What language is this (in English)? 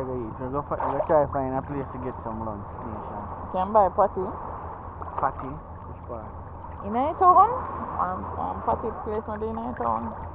Jamaican Creole English